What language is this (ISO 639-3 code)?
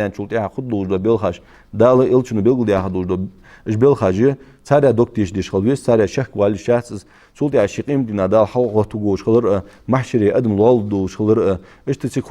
inh